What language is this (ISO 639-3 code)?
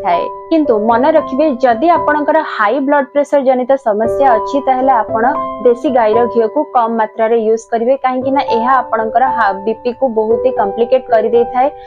ori